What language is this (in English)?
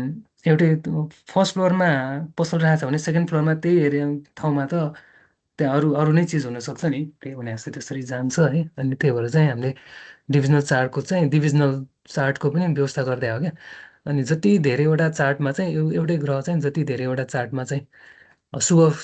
Nepali